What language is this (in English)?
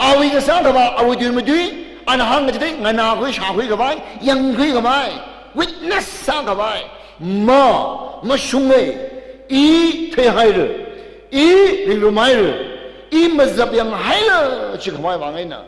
Tangkhul Naga (India)